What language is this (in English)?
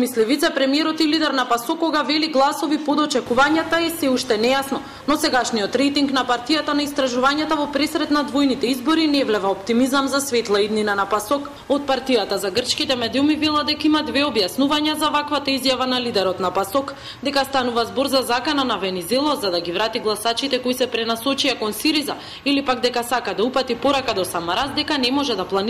Macedonian